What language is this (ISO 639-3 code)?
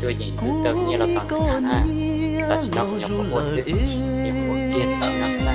hmn